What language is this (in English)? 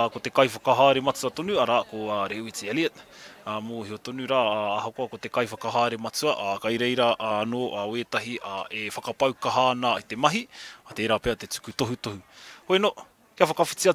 Māori